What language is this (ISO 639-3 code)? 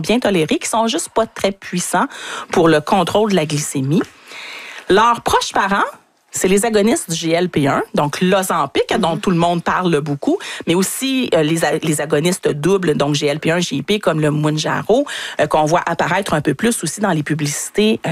fra